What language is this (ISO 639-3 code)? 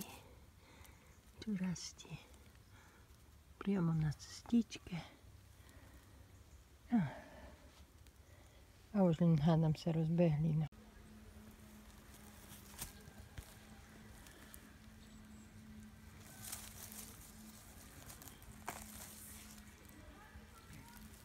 slk